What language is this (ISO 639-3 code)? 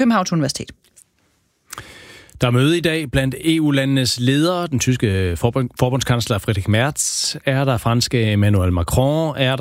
dan